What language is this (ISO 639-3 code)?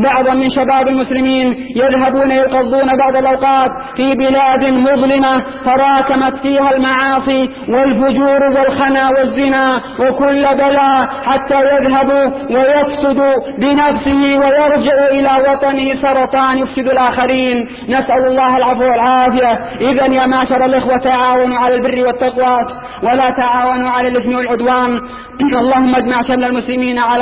ara